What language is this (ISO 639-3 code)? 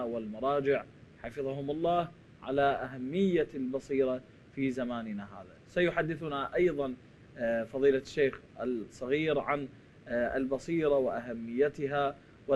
ara